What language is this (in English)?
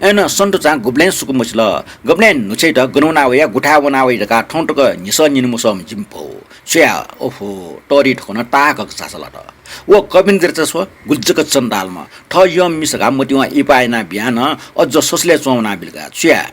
Newari